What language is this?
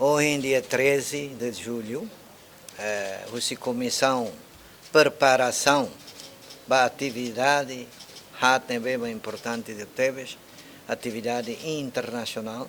Tetum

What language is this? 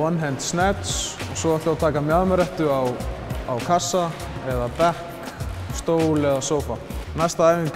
Icelandic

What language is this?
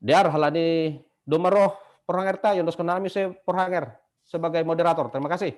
Batak Simalungun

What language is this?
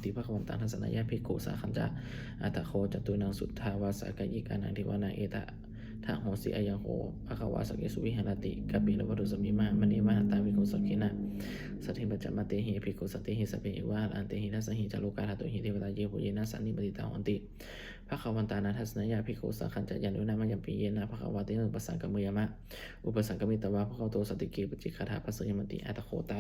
Pali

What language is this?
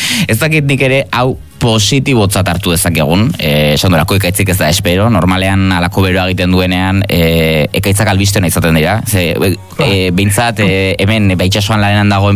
Basque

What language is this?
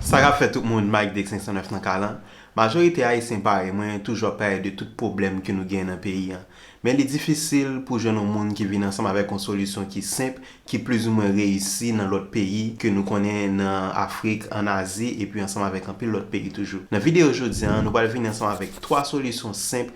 Haitian Creole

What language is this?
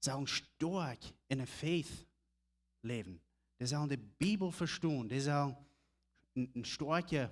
Plautdietsch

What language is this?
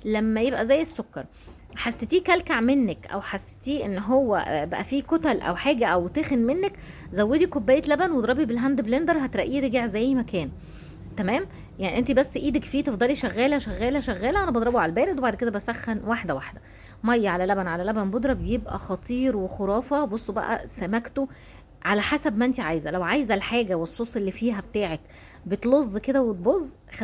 Egyptian Arabic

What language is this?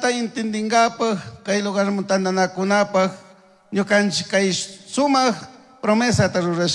Chimborazo Highland Quichua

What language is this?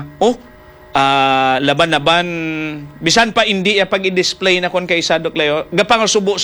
Hiligaynon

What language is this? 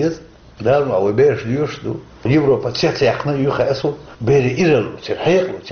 Chechen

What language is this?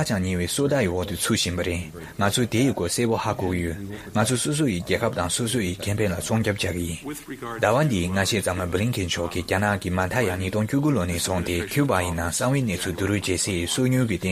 Tibetan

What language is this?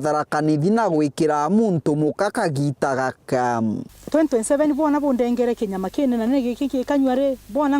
Meru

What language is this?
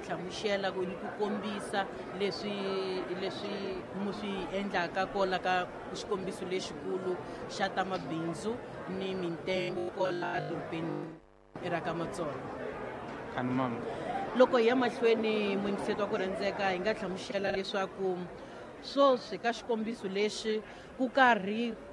Tsonga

